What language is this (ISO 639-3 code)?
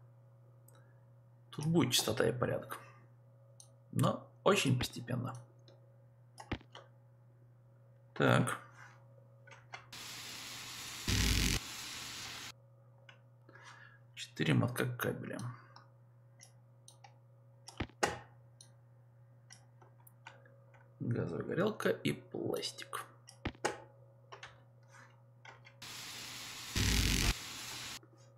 rus